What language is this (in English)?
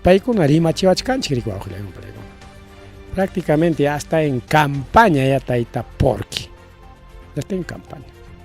Ayacucho Quechua